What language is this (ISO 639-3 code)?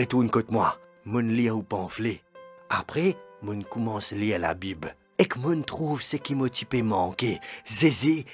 mfe